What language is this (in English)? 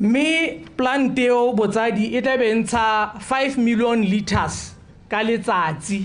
Tswana